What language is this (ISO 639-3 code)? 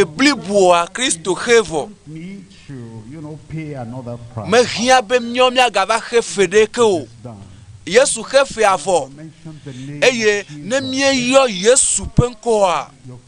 ewe